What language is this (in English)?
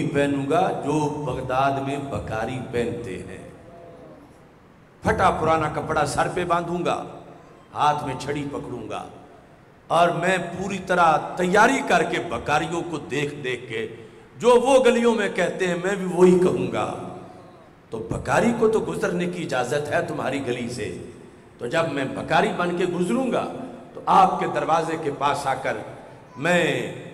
Urdu